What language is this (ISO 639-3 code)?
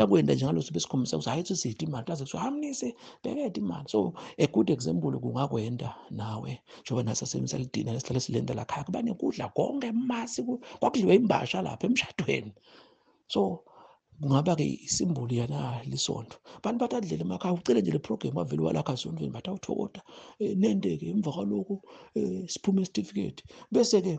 zul